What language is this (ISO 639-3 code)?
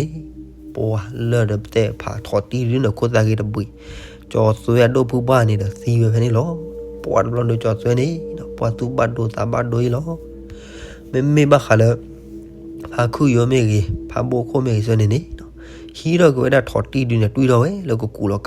ksw